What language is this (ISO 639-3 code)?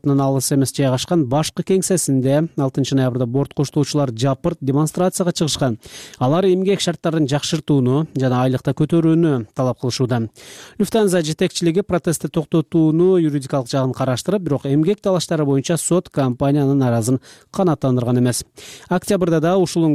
kir